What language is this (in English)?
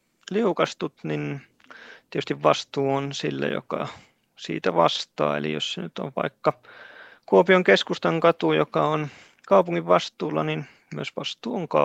Finnish